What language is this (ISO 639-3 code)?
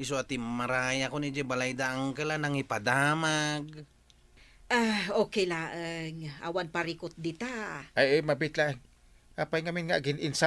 ilo